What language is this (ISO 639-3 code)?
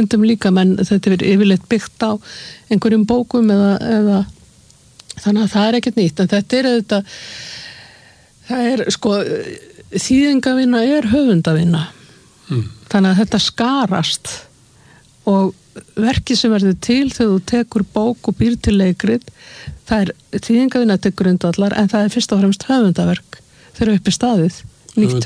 isl